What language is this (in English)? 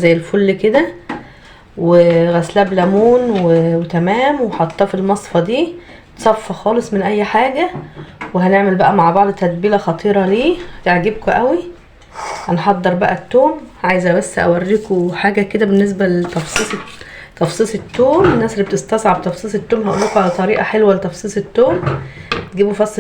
Egyptian Arabic